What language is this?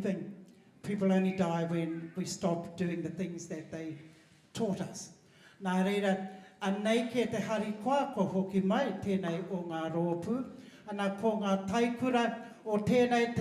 Māori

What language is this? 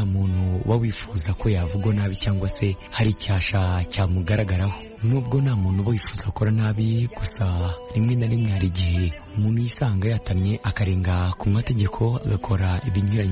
Kinyarwanda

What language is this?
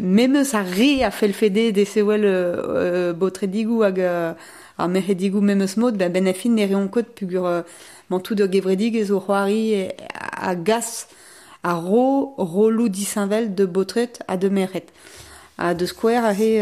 Breton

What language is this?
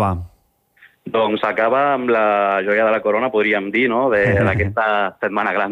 Catalan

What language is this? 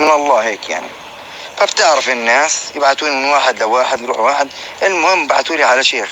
North Levantine Arabic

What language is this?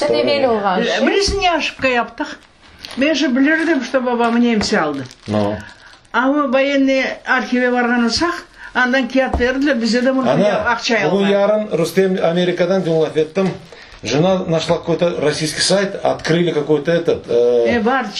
Crimean Tatar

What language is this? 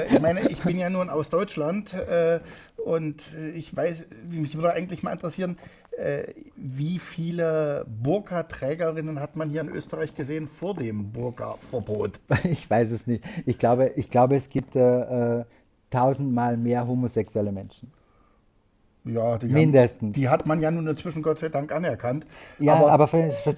German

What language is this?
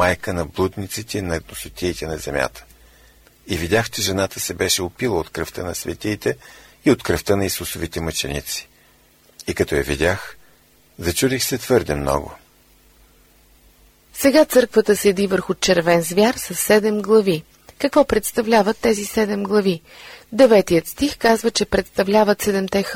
Bulgarian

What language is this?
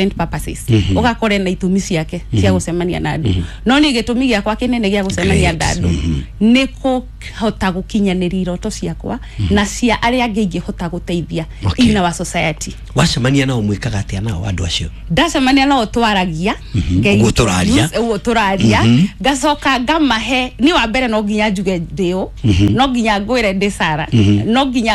Kikuyu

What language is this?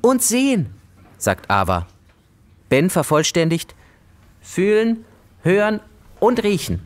Swiss German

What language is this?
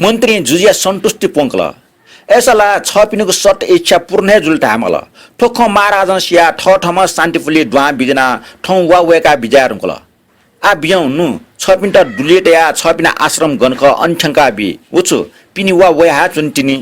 Newari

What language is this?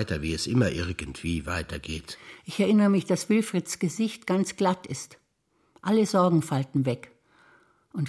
German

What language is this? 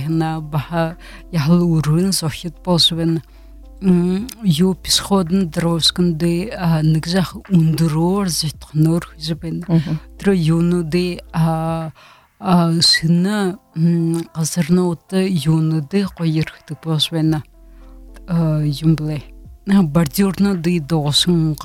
Buriat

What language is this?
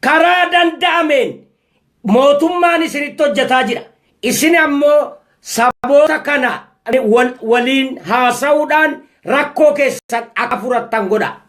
Oromo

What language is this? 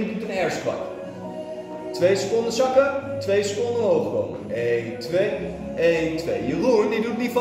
Dutch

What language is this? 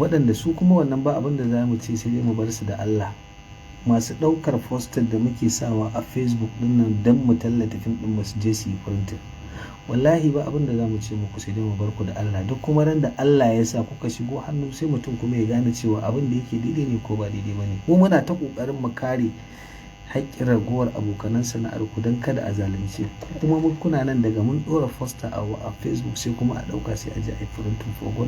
Hausa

